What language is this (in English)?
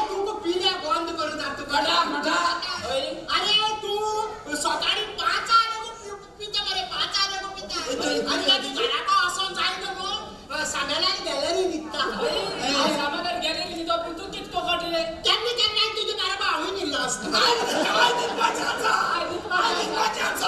Konkani